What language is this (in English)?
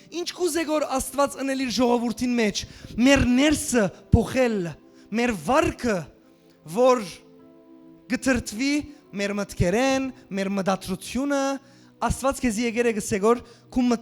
Western Armenian